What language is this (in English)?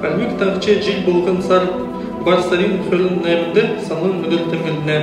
Kalmyk